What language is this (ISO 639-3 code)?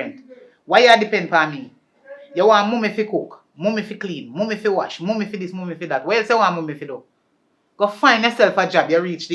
jam